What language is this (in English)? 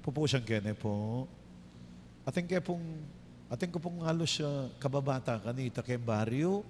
Pampanga